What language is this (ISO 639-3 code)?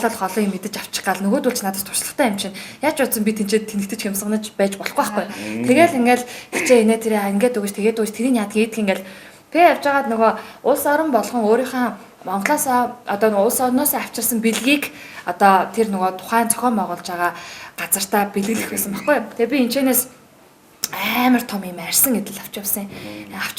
mon